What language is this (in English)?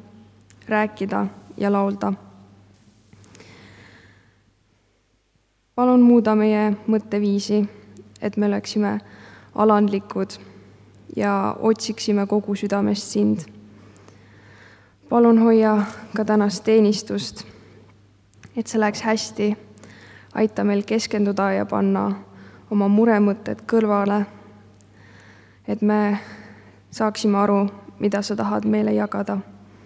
Estonian